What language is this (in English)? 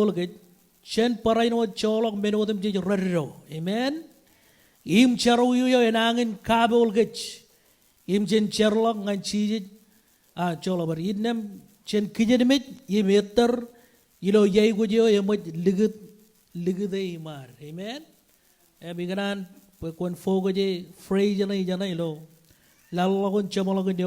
Marshallese